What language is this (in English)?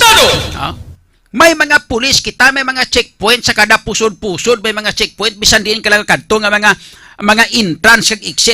Hiligaynon